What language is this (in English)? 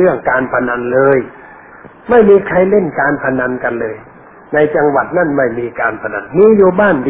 Thai